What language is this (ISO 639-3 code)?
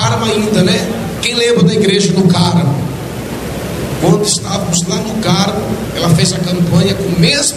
por